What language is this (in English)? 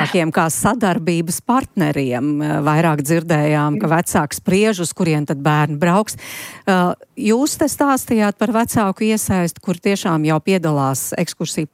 Latvian